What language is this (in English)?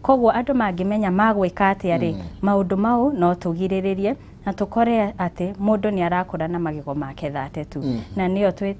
Kikuyu